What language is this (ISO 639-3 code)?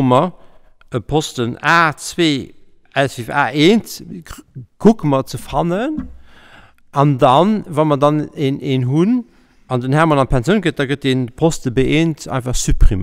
ltz